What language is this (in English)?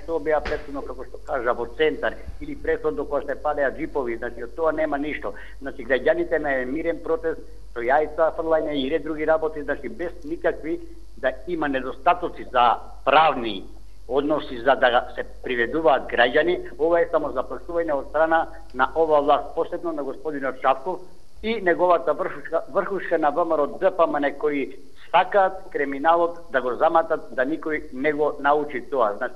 Macedonian